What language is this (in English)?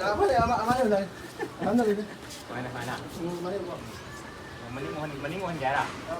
Manipuri